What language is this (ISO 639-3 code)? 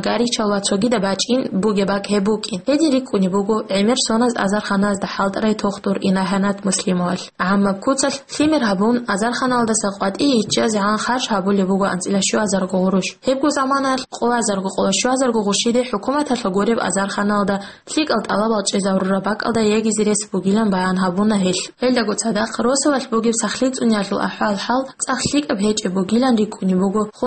ava